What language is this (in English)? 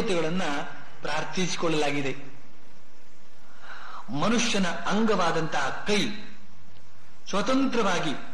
Kannada